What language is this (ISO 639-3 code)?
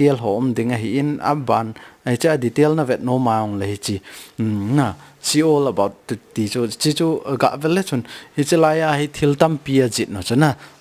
tcz